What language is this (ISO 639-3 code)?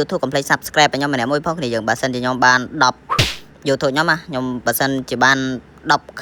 khm